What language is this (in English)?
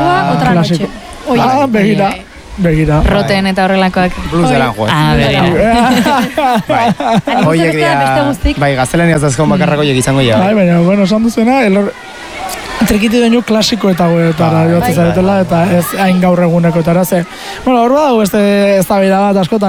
Basque